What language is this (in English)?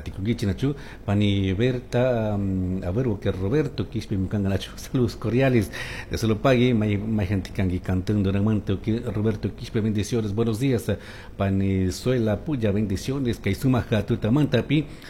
Chimborazo Highland Quichua